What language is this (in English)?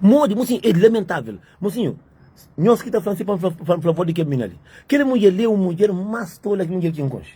Kabuverdianu